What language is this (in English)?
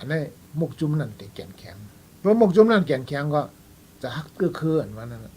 Shan